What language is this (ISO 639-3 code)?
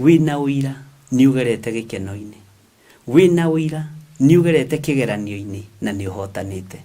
kik